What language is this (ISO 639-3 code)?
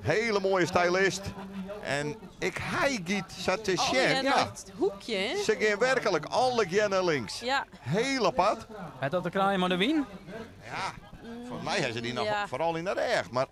fry